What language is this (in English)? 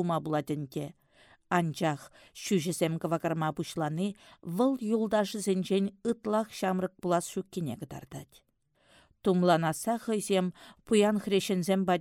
Chuvash